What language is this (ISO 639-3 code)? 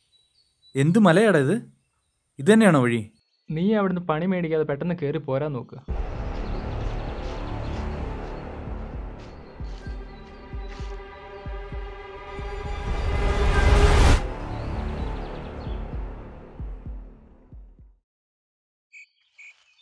mal